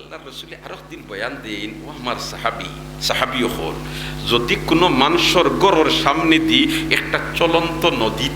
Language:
Sylheti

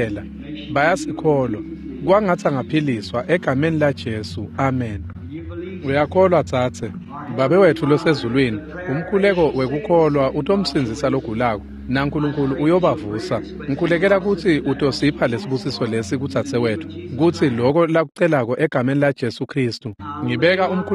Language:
Swati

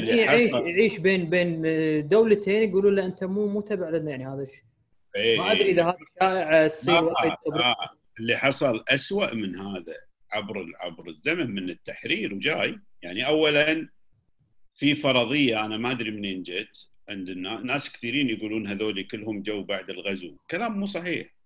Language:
Gulf Arabic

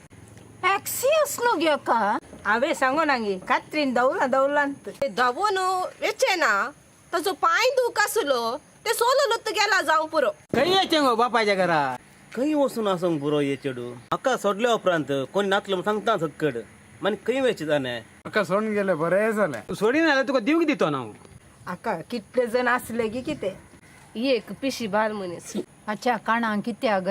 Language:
Konkani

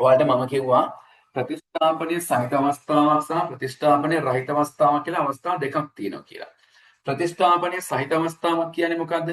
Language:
Sinhala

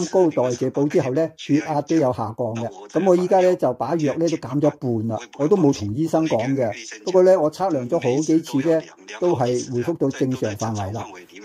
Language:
Cantonese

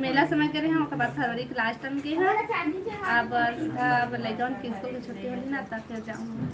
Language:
Chhattisgarhi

